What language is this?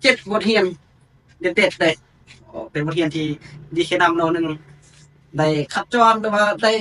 Lao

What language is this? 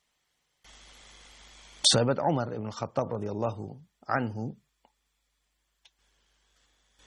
Indonesian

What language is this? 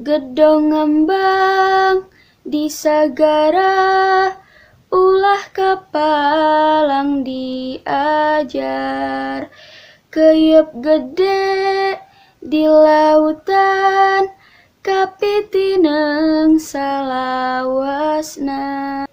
Sundanese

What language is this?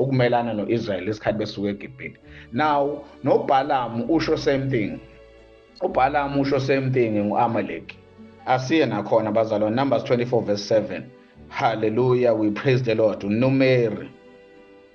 Zulu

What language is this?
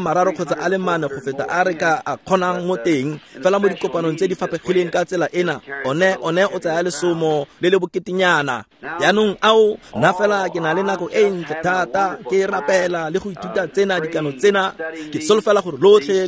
Tswana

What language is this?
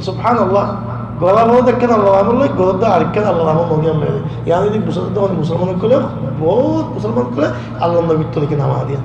Rohingya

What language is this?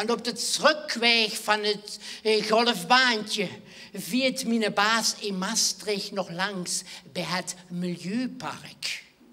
Limburgish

